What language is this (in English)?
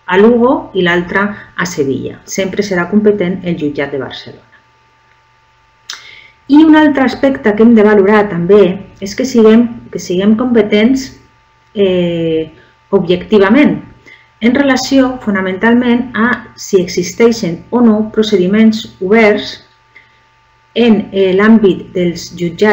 Catalan